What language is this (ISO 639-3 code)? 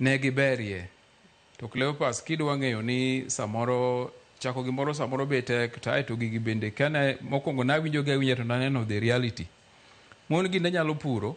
luo